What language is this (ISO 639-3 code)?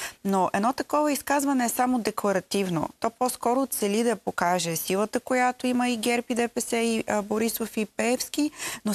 bul